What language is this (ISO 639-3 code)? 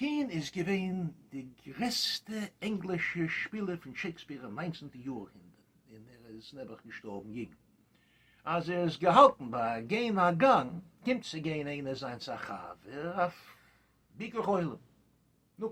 yid